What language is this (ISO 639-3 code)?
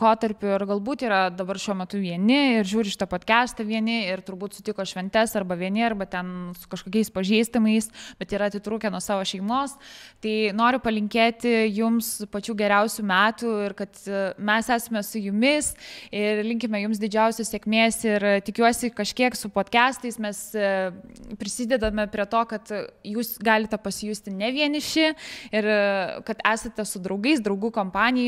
lit